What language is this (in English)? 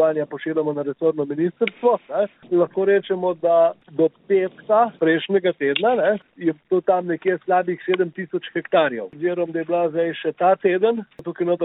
Slovenian